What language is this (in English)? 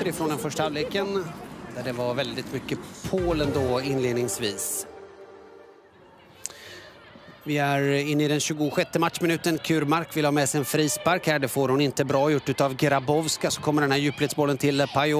Swedish